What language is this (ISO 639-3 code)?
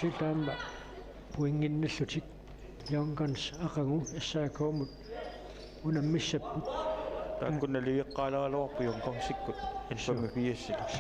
kal